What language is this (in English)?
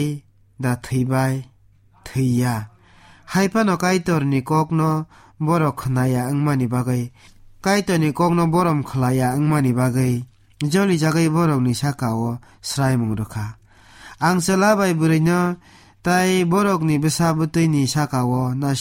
Kok Borok